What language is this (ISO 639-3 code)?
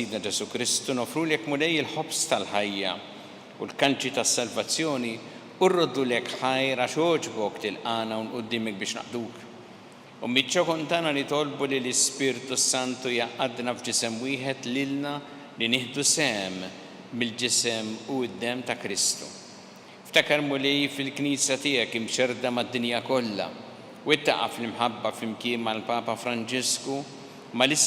mlt